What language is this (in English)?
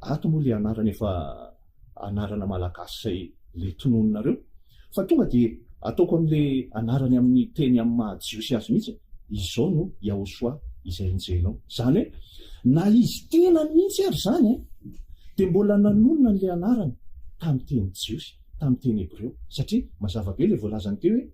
Malagasy